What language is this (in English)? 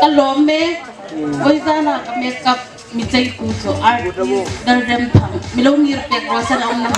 Hmar